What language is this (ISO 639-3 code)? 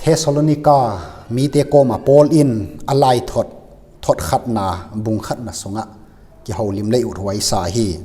ctd